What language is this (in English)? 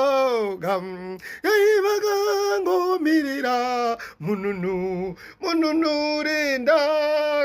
Shona